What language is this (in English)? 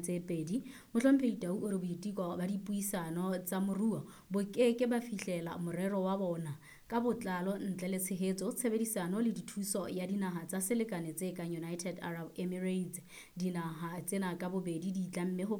Southern Sotho